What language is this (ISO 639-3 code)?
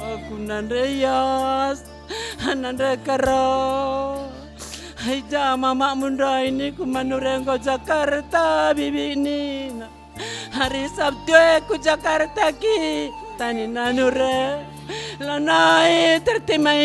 btx